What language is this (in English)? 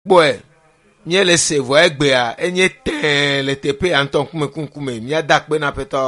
Ewe